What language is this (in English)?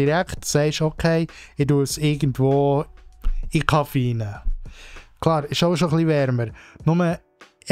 Swiss German